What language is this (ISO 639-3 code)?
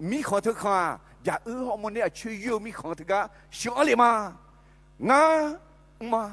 ahk